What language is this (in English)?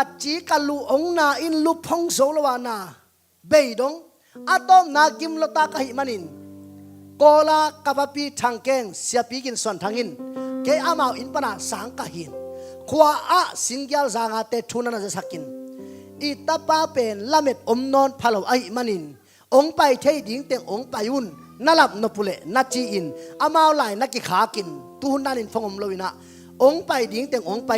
Tedim Chin